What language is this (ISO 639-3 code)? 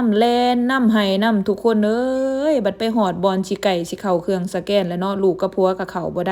lao